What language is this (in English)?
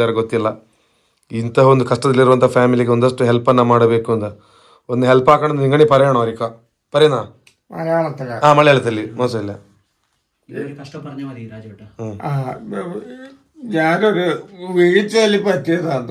Kannada